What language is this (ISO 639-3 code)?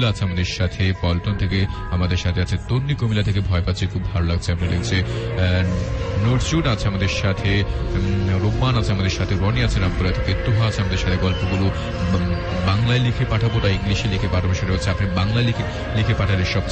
ben